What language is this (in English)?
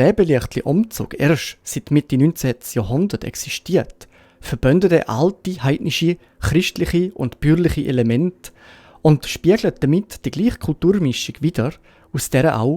Swiss German